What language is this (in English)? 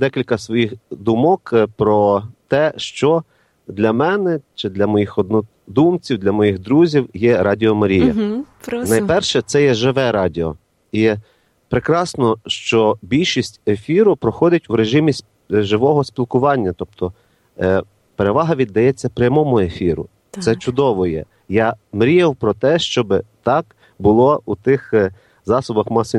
Ukrainian